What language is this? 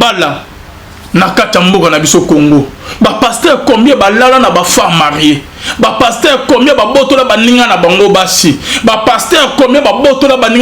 Lingala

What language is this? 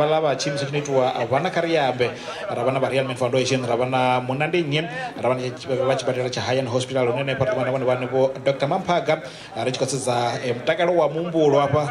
Venda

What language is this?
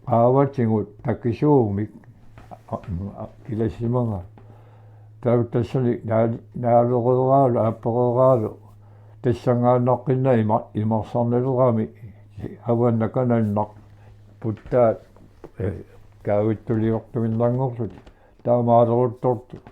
Kalaallisut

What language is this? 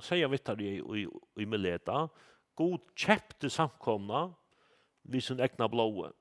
Faroese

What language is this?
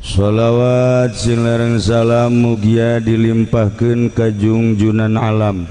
Sundanese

